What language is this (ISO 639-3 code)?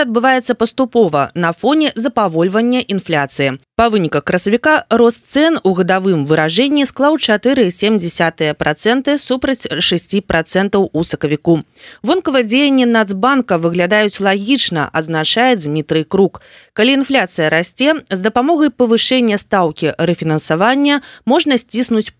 bel